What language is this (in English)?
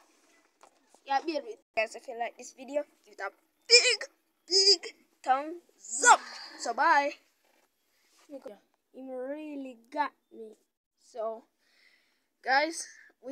English